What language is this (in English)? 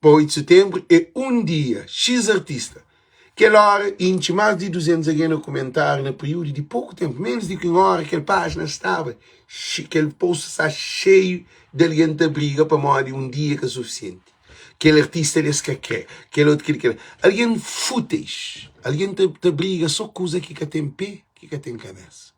Kabuverdianu